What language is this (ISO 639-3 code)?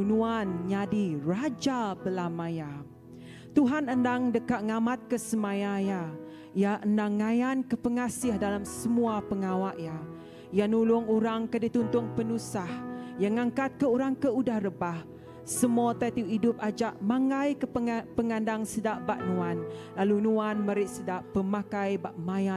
iba